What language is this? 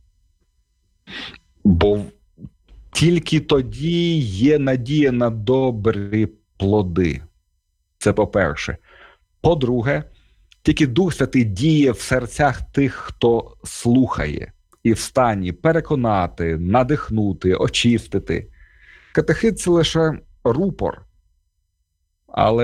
Ukrainian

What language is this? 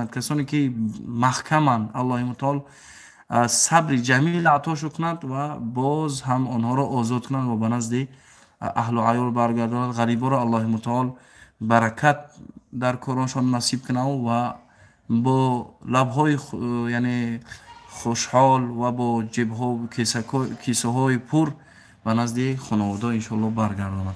Tajik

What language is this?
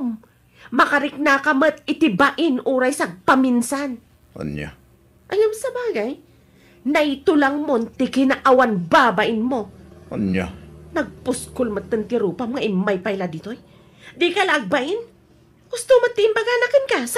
Iloko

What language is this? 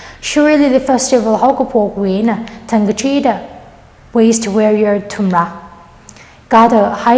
Tangkhul Naga (India)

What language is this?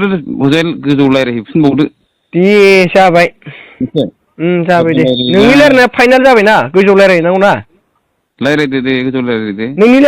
Bodo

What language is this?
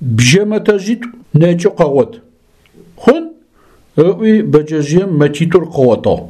Adyghe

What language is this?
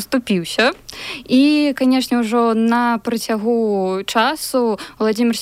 Belarusian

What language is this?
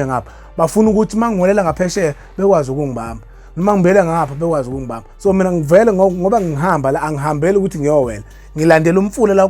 Zulu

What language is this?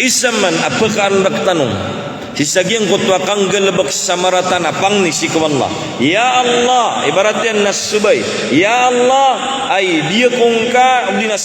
Maranao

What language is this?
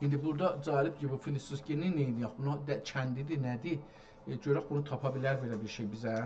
South Azerbaijani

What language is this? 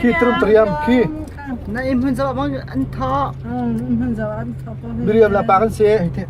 Hakha Chin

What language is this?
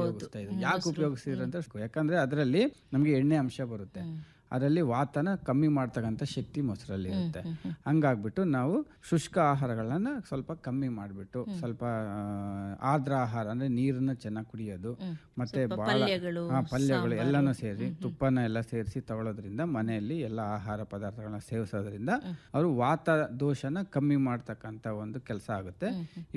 Kannada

